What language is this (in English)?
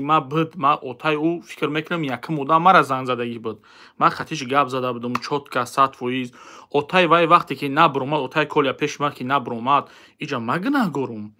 Tajik